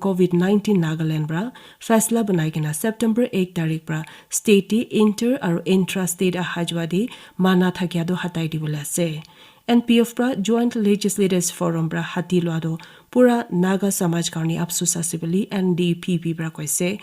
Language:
Naga Pidgin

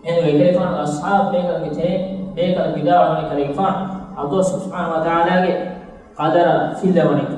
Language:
Divehi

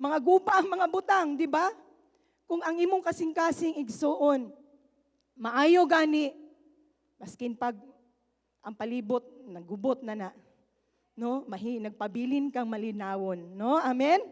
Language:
Cebuano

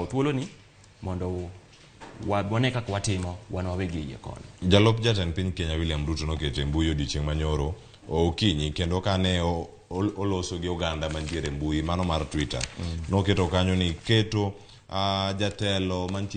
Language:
Luo (Kenya and Tanzania)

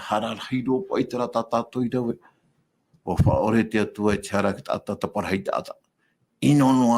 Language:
Tahitian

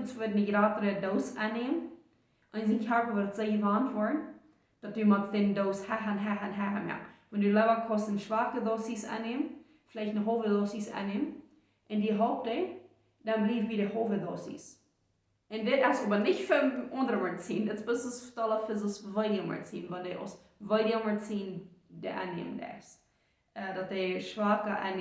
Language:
Plautdietsch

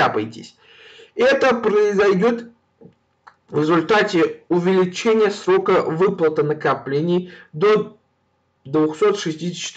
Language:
Russian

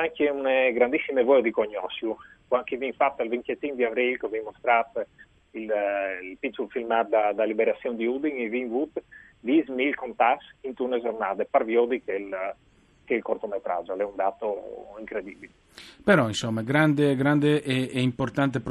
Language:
Friulian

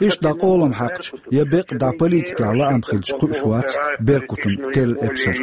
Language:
Chechen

